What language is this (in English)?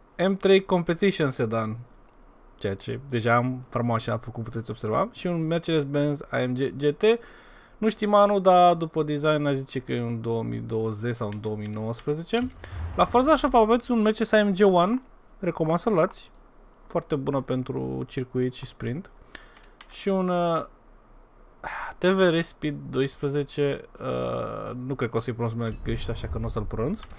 Romanian